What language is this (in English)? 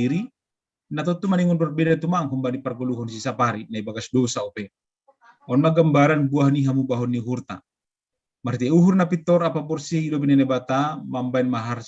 Batak Simalungun